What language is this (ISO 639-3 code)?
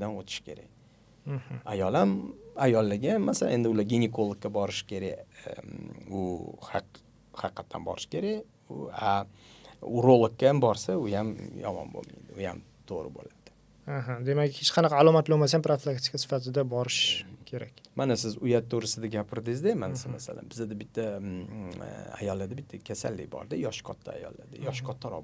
uzb